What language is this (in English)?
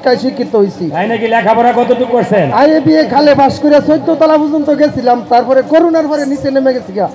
Bangla